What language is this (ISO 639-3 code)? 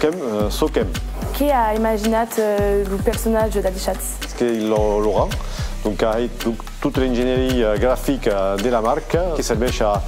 oci